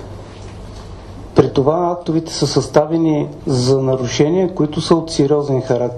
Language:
Bulgarian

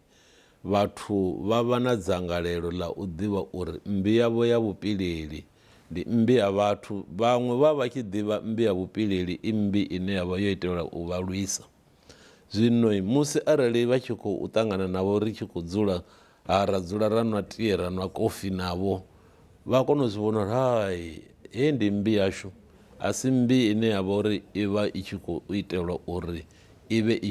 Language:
Venda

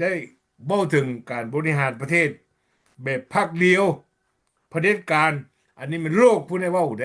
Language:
Lao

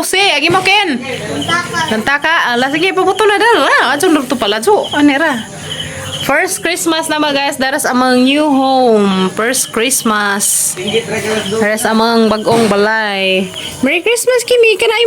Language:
Cebuano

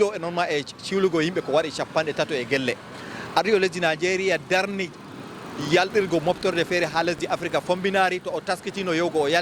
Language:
Fula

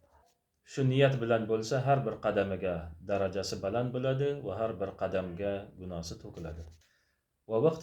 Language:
Uzbek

